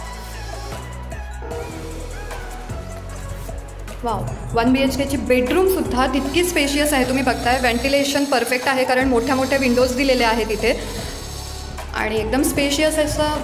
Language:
Marathi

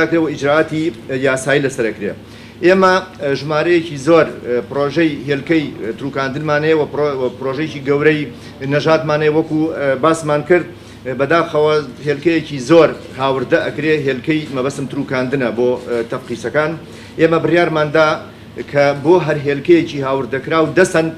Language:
Central Kurdish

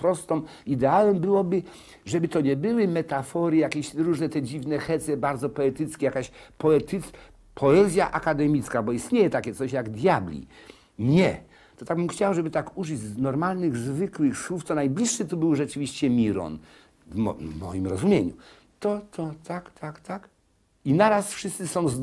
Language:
Polish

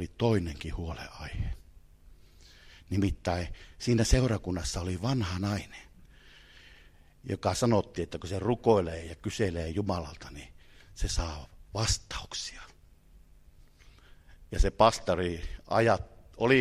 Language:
Finnish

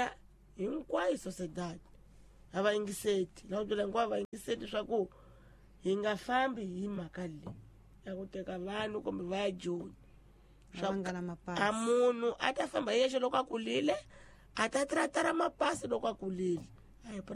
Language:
Tsonga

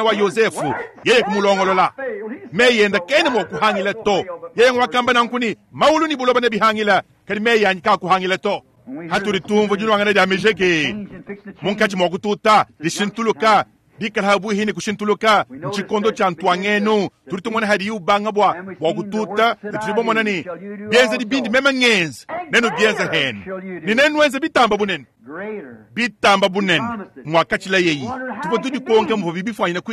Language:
Luba-Lulua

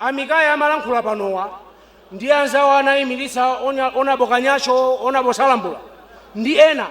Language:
Nyanja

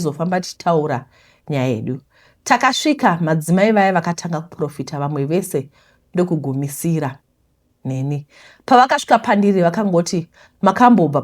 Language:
Shona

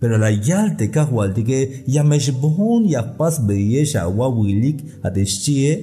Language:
Tzeltal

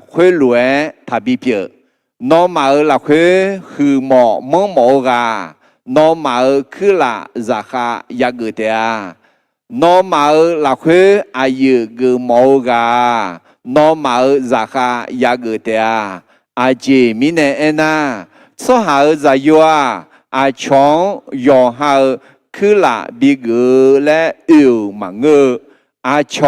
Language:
Akha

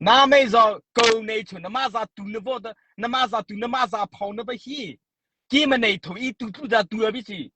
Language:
Mara Chin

